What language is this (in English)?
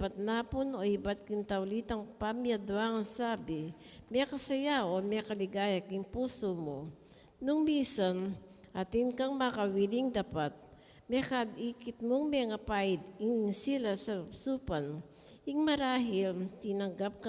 Pampanga